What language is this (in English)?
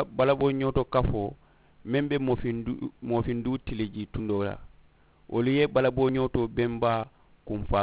Mandingo